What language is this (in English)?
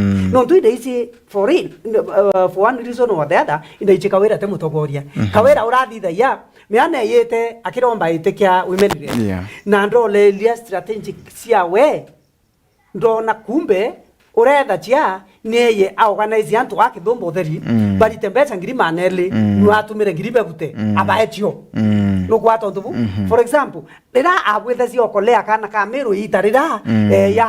Meru